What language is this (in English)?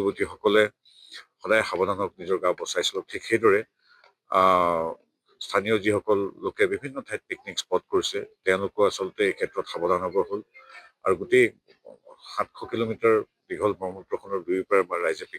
Assamese